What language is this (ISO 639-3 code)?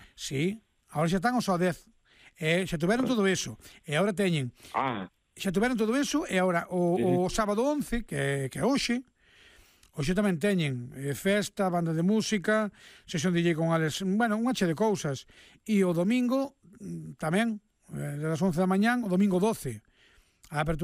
glg